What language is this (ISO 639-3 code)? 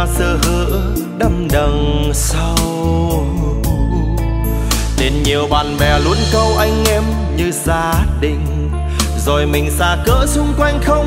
vie